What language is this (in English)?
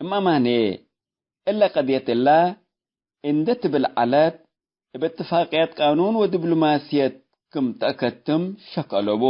Tigre